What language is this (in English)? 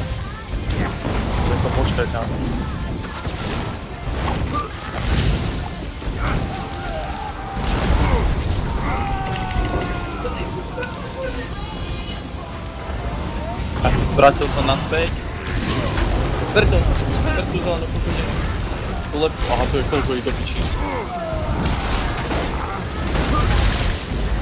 Slovak